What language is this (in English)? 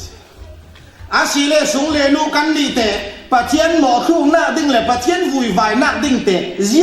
Falam Chin